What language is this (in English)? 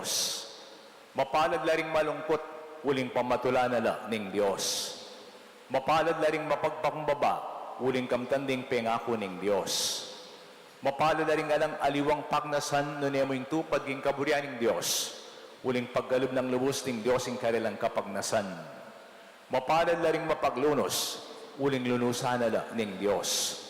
Pampanga